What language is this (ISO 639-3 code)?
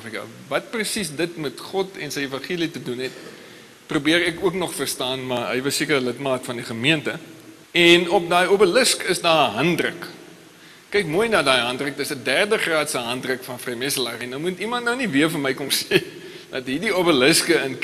afr